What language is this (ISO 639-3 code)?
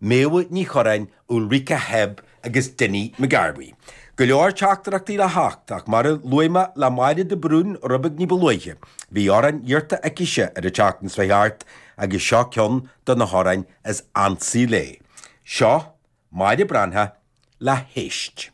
gle